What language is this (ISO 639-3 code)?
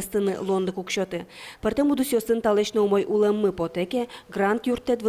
udm